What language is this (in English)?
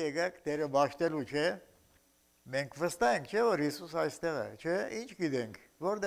Armenian